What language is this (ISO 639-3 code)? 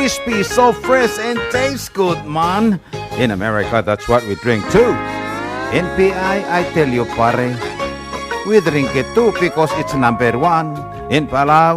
pau